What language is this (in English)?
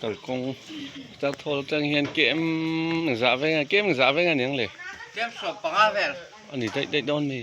Mizo